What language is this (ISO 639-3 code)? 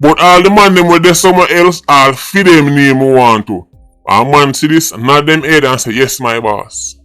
jam